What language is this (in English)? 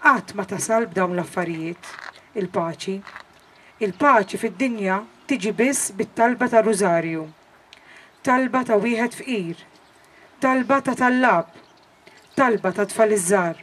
Maltese